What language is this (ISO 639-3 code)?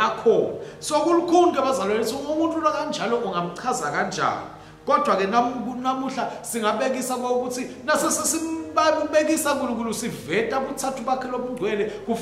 ssw